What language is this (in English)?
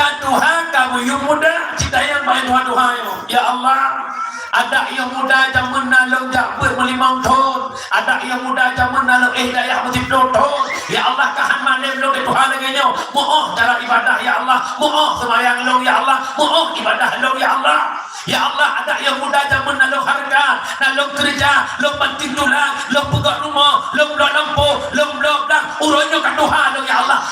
Achinese